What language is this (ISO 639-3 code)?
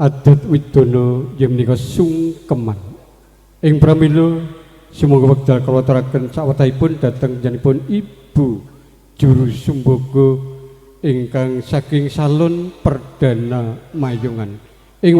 jav